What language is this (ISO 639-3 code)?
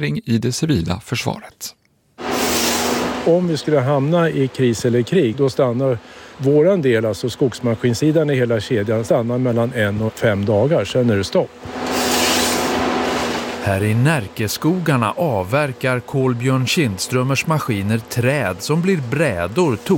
swe